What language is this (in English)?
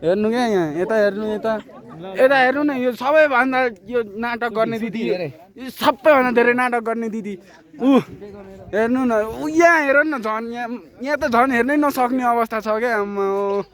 Nepali